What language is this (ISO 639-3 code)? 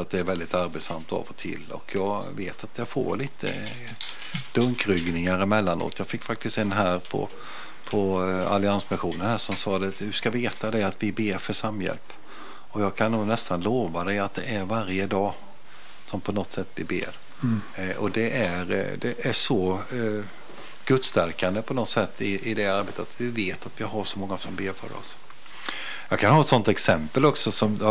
swe